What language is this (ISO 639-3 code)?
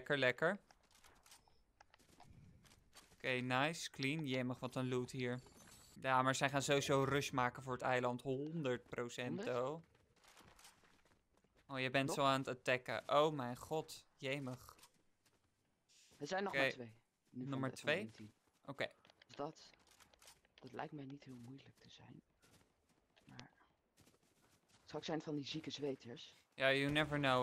nld